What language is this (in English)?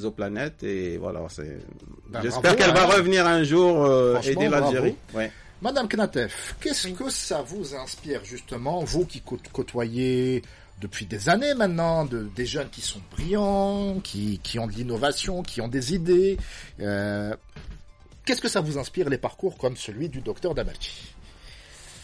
French